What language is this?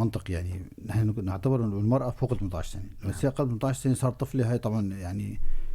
North Levantine Arabic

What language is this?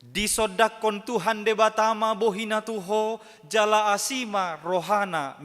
Batak Toba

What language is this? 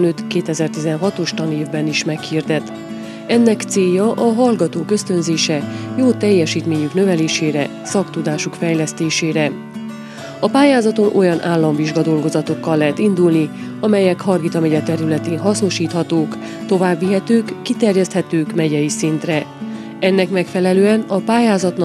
Hungarian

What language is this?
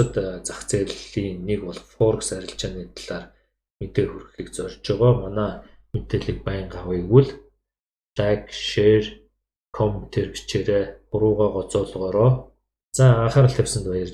Mongolian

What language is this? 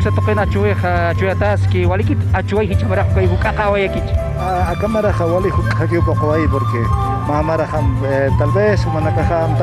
Aymara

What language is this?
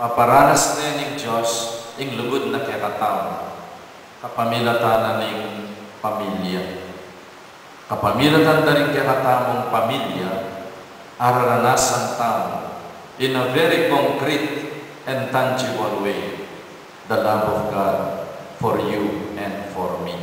Pampanga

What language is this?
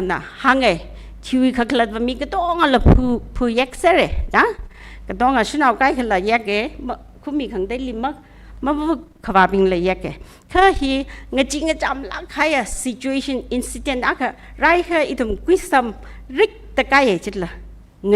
Tangkhul Naga (India)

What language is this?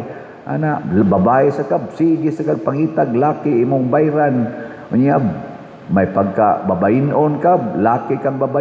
Cebuano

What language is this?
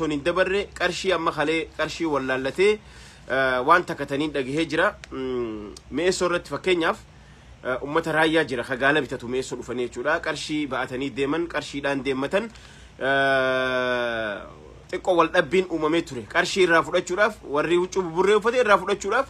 Oromo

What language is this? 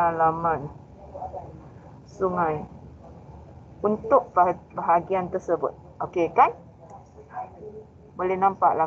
Malay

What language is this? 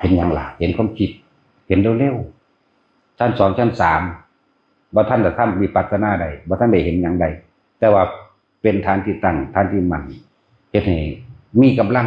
Northeastern Thai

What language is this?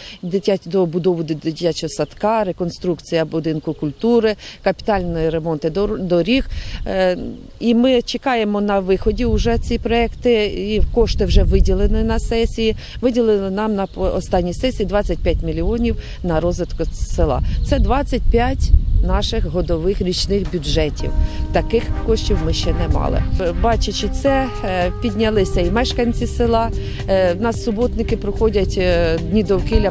Ukrainian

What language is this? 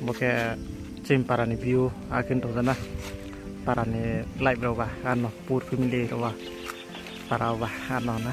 Riang (India)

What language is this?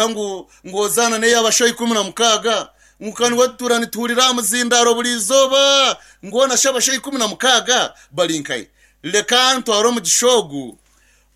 Nyankole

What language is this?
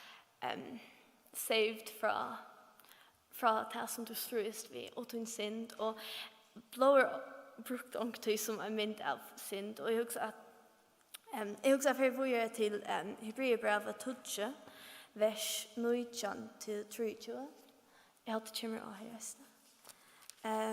Faroese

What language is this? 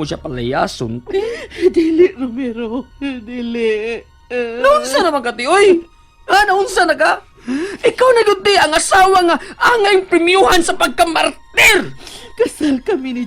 Cebuano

